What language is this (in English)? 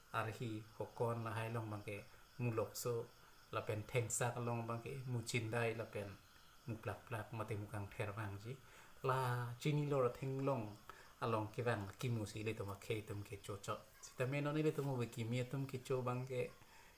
Karbi